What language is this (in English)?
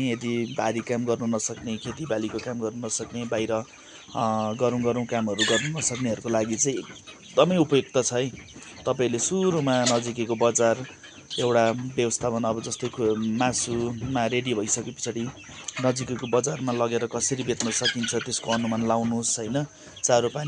Nepali